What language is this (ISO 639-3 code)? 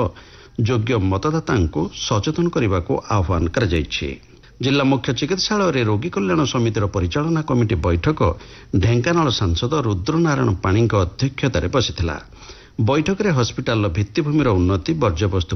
ori